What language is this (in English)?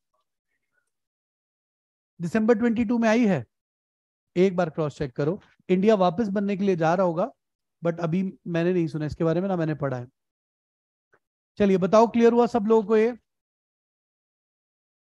Hindi